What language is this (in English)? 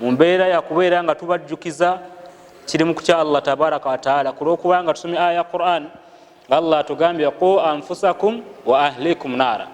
Ganda